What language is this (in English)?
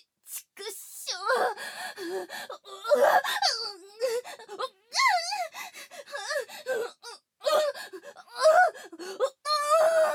Japanese